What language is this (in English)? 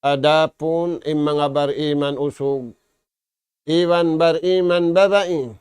Tausug